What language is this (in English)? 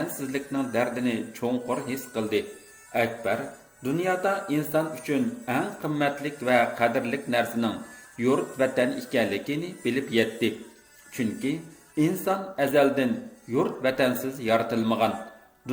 Uyghur